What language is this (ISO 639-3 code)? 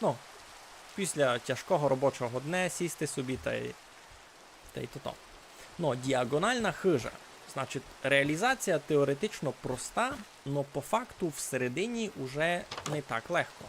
rue